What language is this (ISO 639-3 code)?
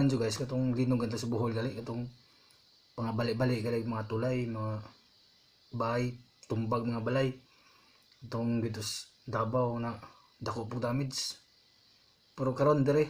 ceb